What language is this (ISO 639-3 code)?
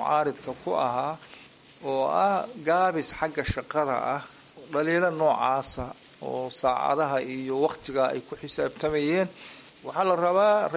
som